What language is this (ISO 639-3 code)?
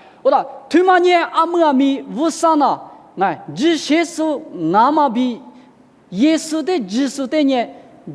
lis